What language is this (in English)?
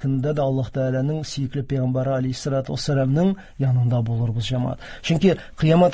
Tatar